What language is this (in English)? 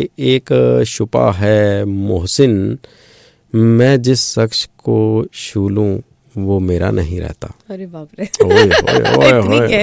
Punjabi